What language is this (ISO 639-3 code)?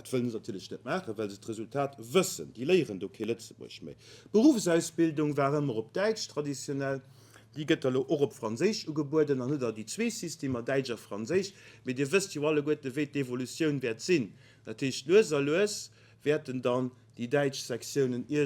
ltz